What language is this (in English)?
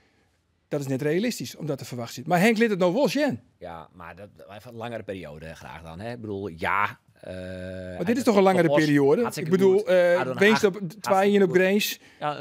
Western Frisian